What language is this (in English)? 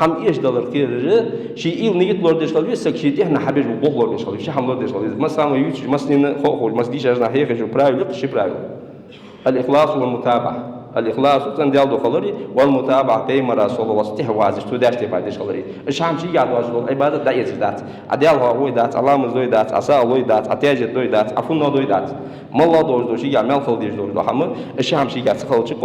Ingush